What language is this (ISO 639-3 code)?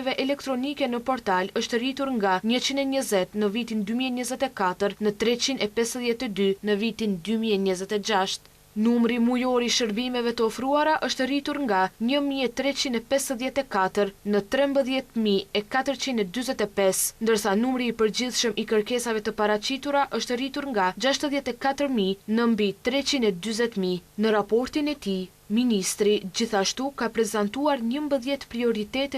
sqi